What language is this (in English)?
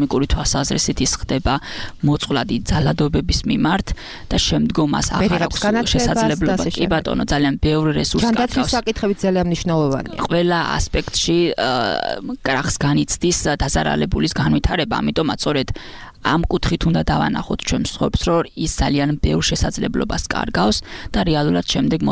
Georgian